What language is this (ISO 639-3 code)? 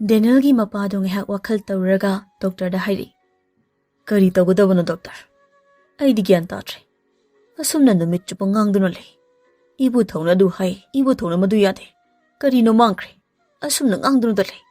mni